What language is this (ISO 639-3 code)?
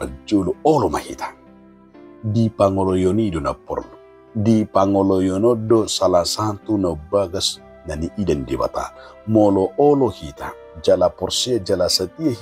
bbc